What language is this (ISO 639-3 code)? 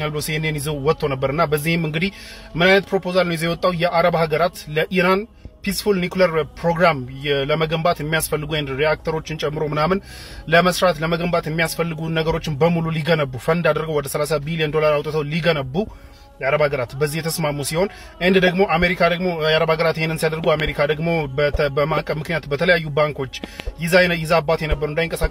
amh